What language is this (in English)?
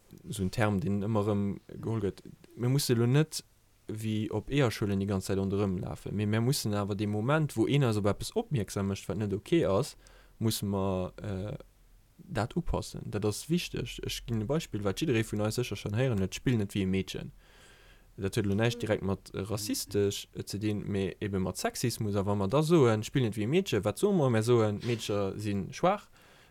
Luxembourgish